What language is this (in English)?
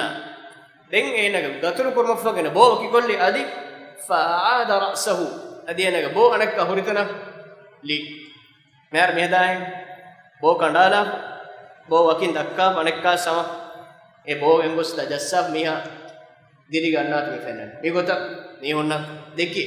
Divehi